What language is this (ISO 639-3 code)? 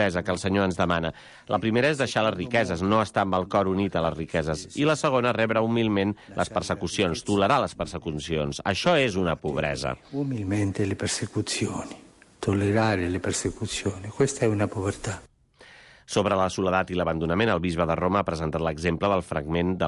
cat